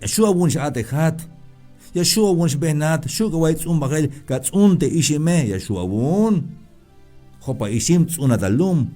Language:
Tzeltal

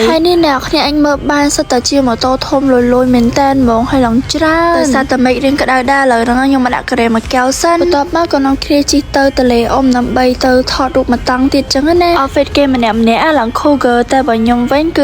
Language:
Khmer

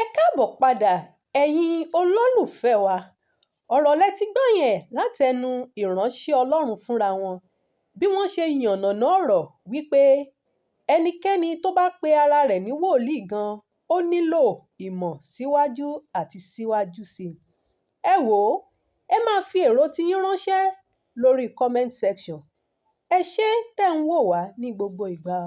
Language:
Yoruba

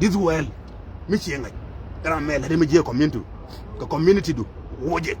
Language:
Nuer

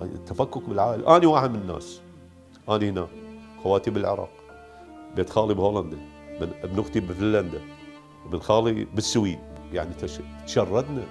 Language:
Mesopotamian Arabic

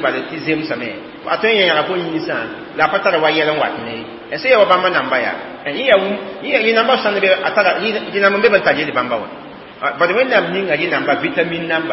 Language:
Mossi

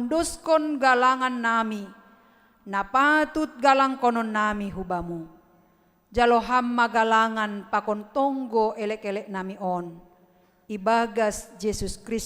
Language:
Batak Simalungun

